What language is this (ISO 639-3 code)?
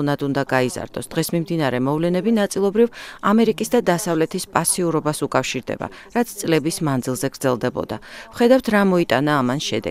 kat